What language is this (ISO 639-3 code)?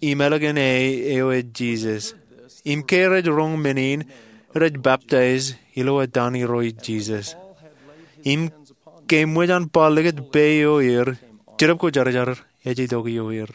mah